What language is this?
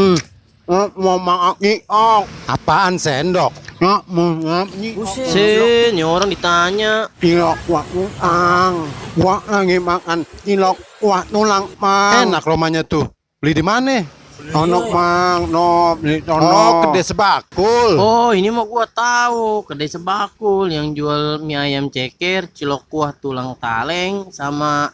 Betawi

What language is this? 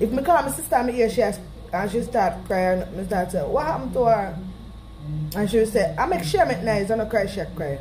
Jamaican Creole English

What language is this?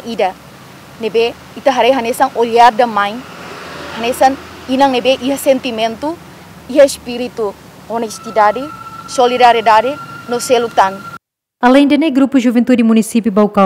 Tetum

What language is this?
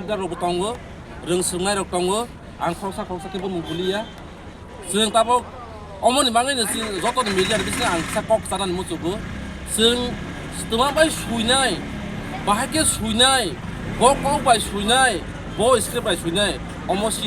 Riang (India)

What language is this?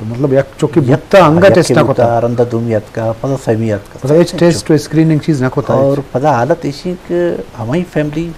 Eastern Balochi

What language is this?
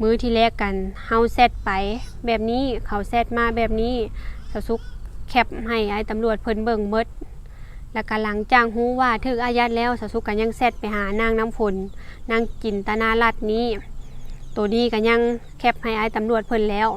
Lao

